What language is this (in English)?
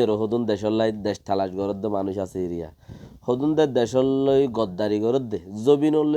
Rohingya